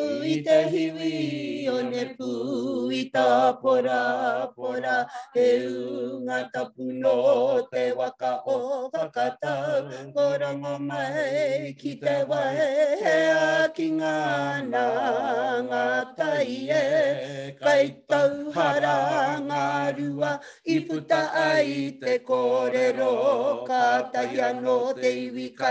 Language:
Māori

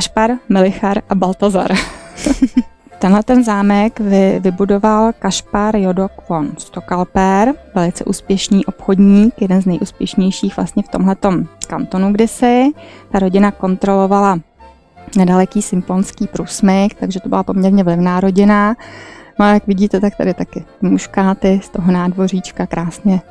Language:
Czech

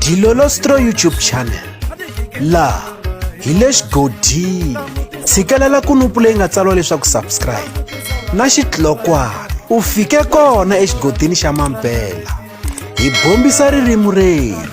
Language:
Tsonga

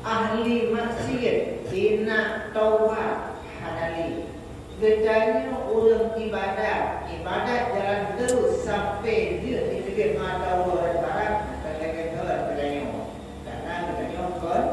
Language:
Achinese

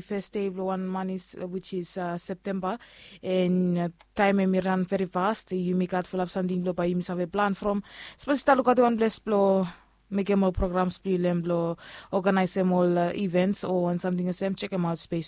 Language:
Bislama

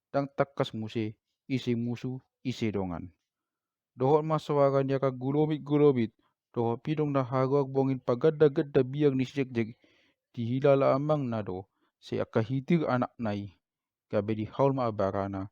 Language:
Batak Toba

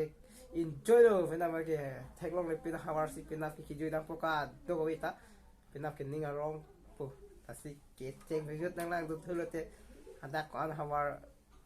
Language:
Karbi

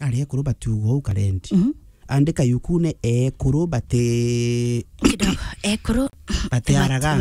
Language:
Meru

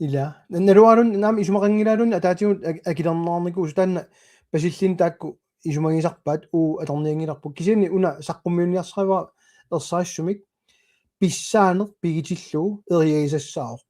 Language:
Kalaallisut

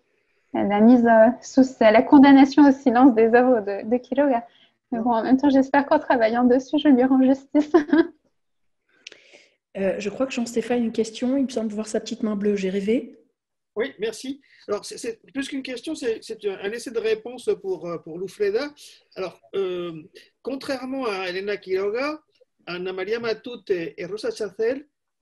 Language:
French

